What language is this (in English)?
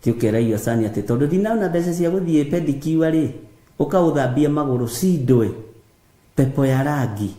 Kikuyu